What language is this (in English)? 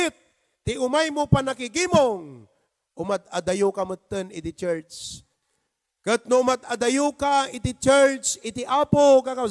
Iloko